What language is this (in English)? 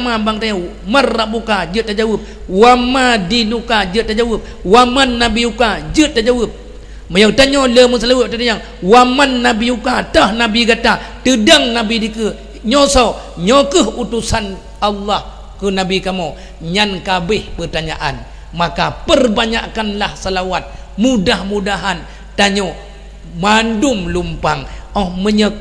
Achinese